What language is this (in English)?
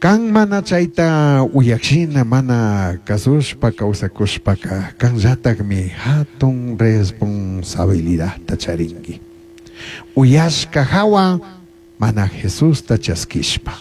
Chimborazo Highland Quichua